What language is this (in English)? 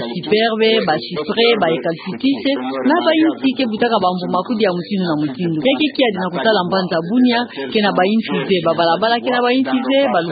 Kituba (Democratic Republic of Congo)